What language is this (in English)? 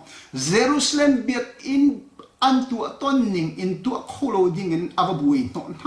Hakha Chin